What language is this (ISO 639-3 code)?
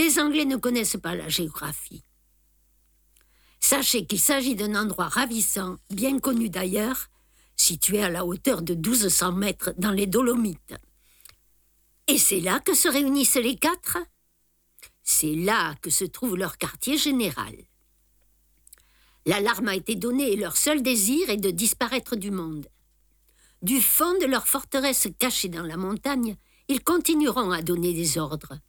fra